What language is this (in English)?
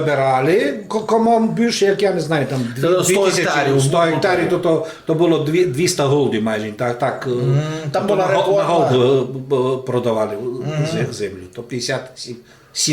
Rusyn